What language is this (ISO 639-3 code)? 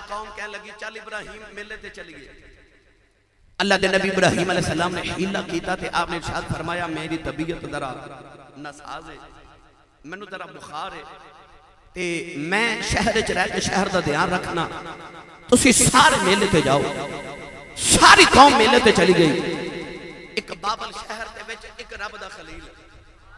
lah